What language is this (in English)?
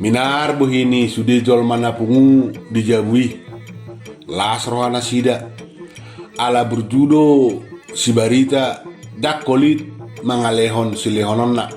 Batak Toba